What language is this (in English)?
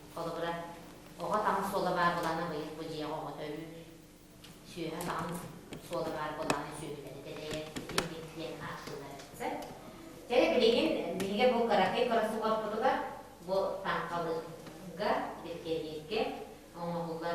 Yakut